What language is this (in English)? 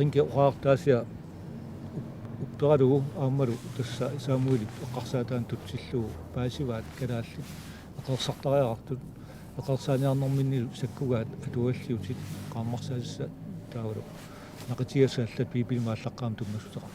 Kalaallisut